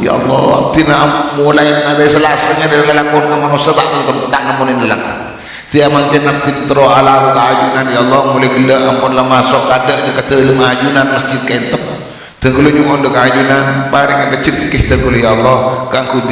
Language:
Madurese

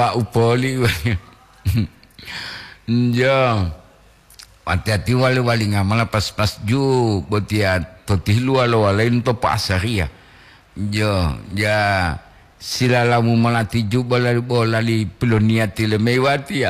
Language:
Gorontalo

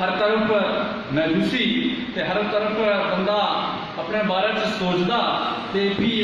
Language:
Dogri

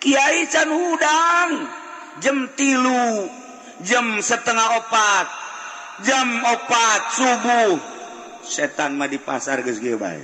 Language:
Sundanese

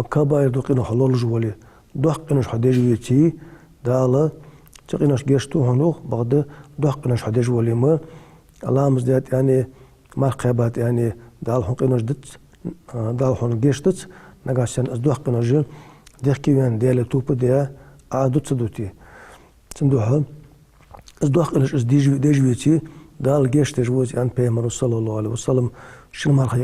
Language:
Ingush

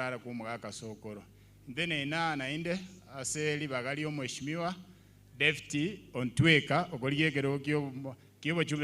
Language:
Gusii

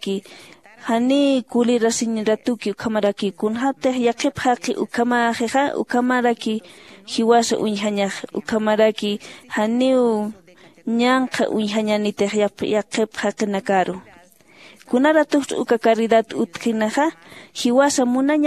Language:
Aymara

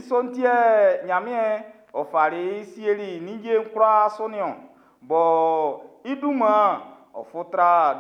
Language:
Baoulé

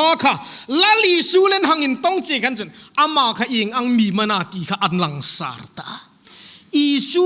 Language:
Hmar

